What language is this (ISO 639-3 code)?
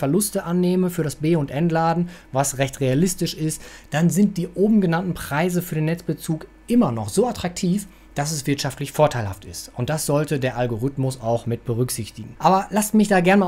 deu